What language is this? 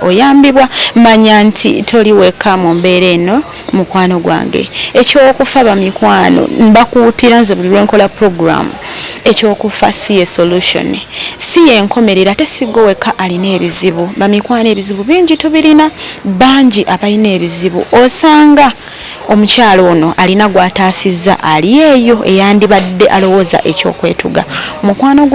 Ganda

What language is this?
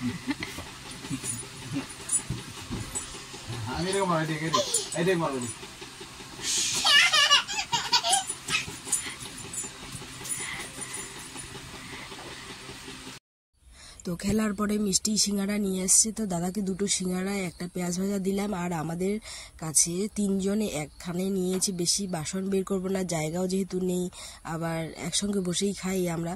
Bangla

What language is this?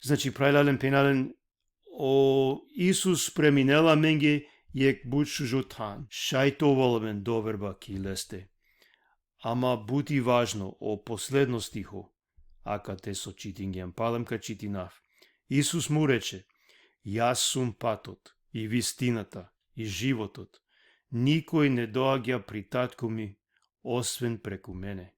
Balkan Romani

